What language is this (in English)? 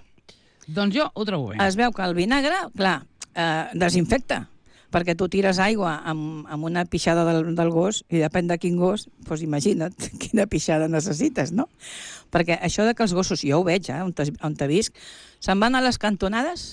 Catalan